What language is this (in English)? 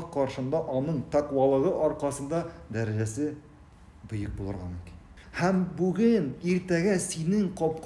Tatar